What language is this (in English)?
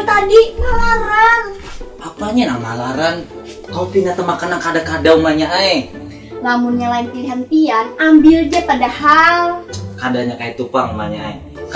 Banjar